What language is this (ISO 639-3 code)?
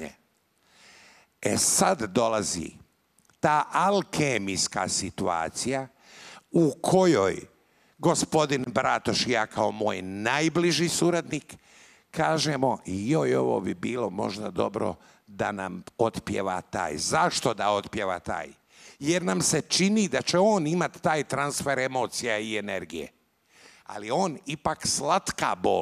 hrv